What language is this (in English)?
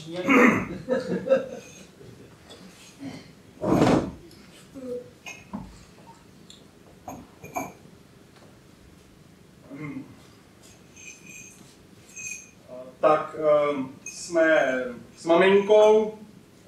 Czech